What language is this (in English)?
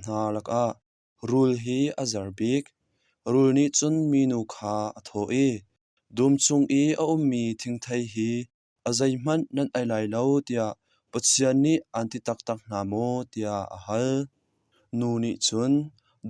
Hakha Chin